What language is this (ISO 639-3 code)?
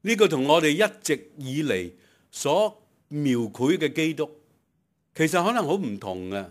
yue